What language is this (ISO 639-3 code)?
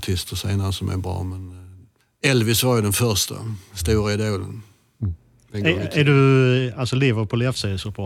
swe